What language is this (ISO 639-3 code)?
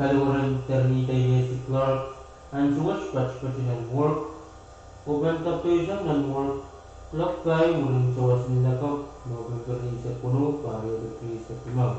pon